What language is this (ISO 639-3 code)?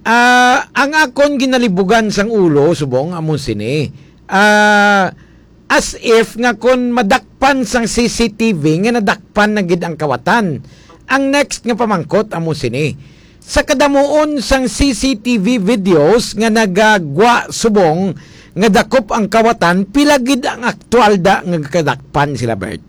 hil